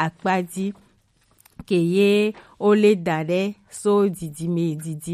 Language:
Gen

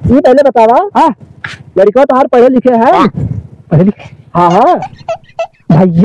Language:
Awadhi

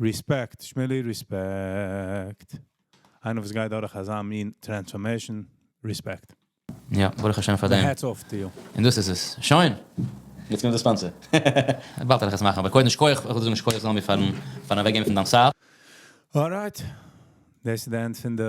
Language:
Yiddish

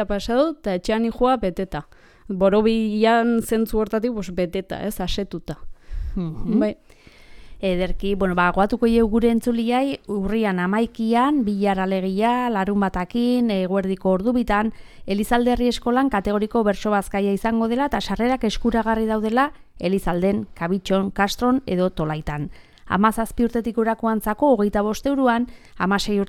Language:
Basque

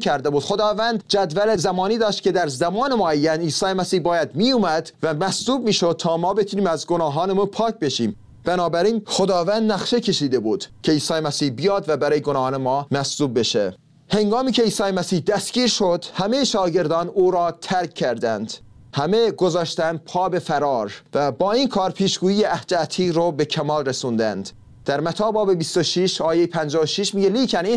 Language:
Persian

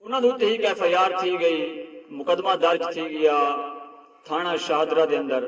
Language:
Saraiki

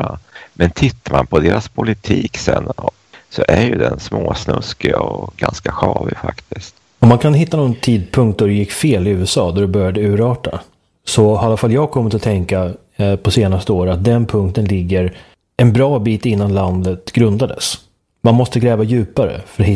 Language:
Swedish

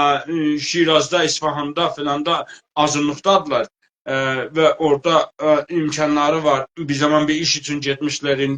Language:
South Azerbaijani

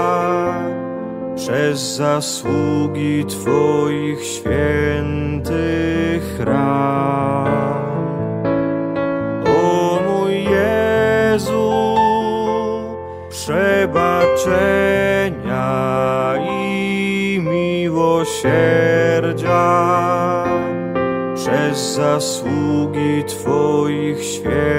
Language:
Polish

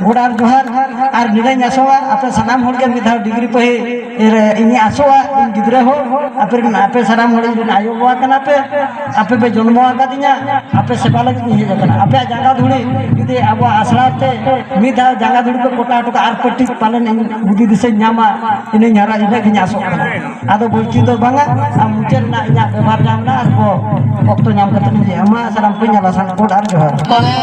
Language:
Santali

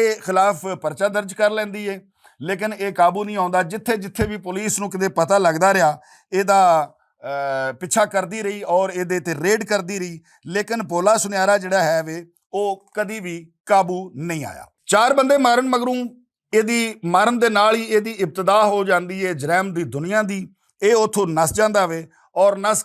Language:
Western Panjabi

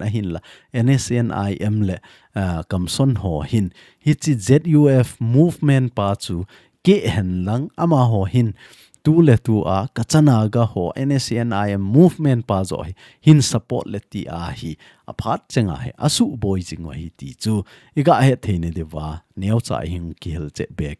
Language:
Thado Chin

